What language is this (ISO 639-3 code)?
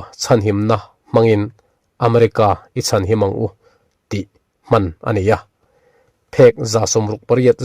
lus